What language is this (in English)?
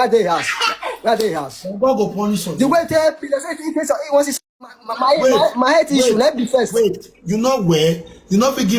Nigerian Pidgin